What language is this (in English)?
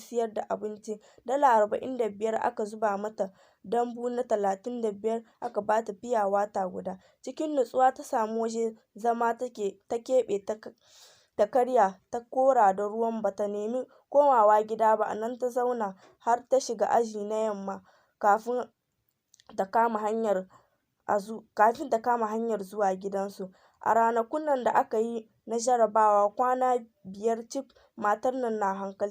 Hausa